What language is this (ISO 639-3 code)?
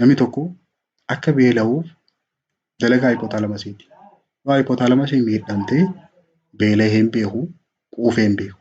orm